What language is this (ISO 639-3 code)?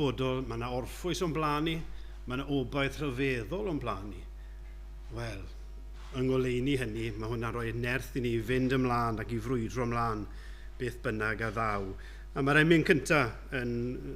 cym